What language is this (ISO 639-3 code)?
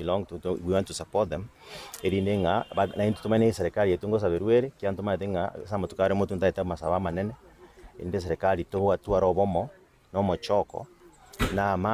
guz